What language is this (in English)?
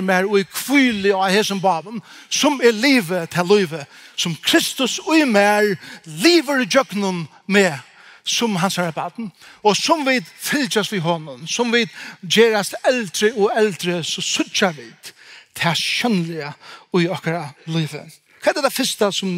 Faroese